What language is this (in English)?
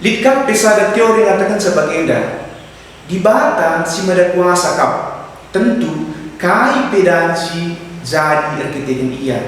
Batak Karo